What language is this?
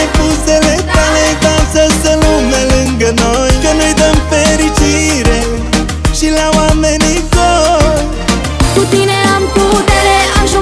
Romanian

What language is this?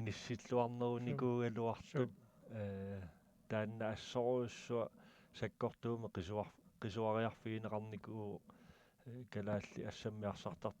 Kalaallisut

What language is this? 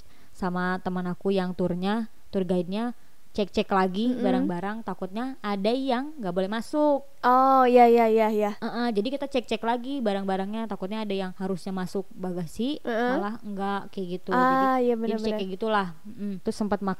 Indonesian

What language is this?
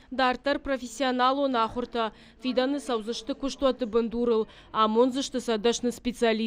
Ossetic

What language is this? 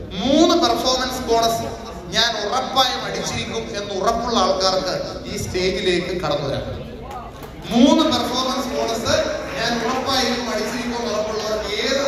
Malayalam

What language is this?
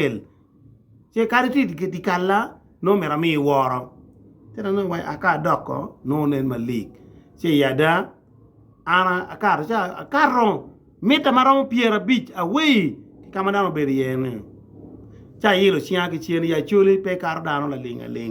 Acoli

